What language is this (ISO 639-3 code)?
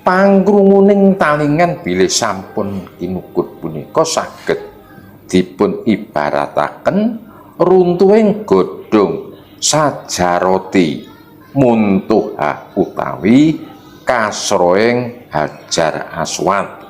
jav